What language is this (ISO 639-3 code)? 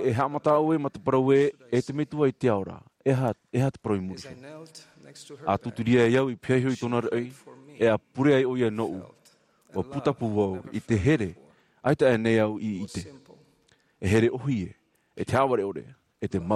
tah